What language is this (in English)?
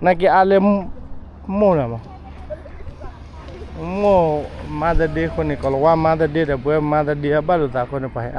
S'gaw Karen